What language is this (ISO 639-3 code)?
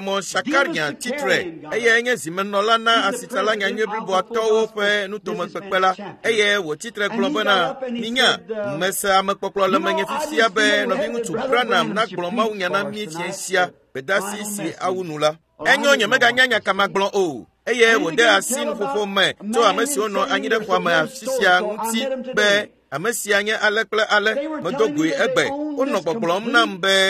ewe